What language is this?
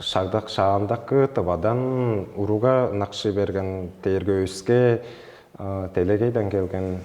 Tuvinian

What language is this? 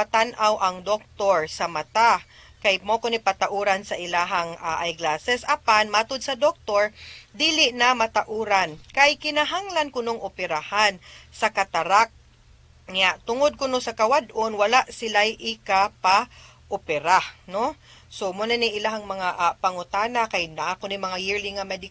Cebuano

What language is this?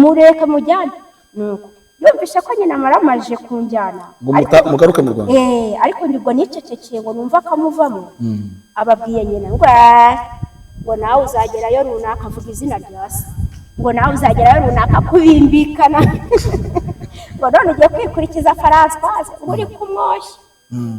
Kinyarwanda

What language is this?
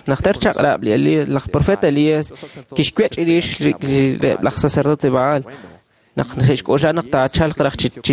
Kekchí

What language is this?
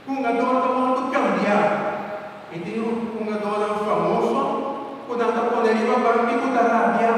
Papiamento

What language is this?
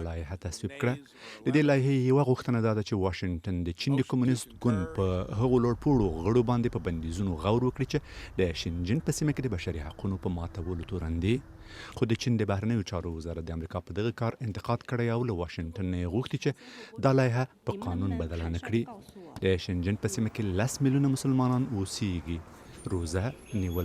Pashto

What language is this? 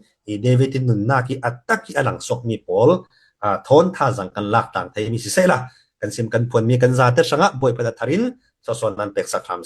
Falam Chin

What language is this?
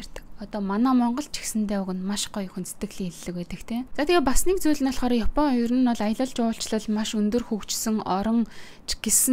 Mongolian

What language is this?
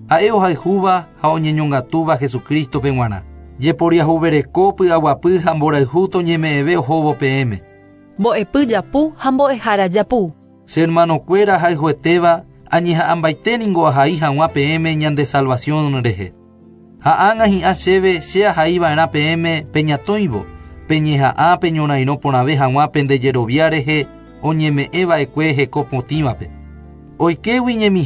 Guarani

